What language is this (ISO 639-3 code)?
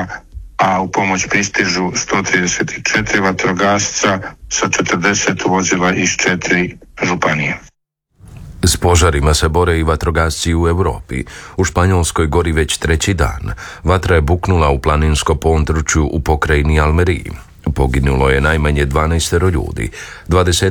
hrv